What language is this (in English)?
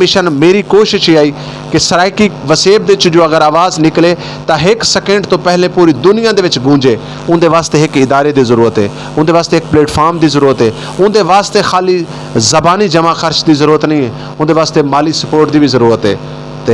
Saraiki